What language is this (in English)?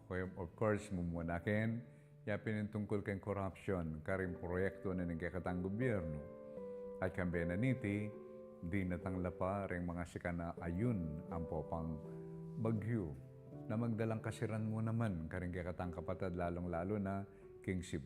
Pampanga